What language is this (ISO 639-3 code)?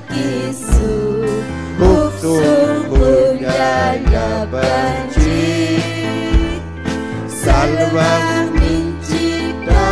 quy